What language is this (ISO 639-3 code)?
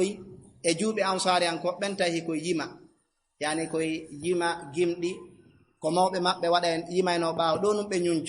ful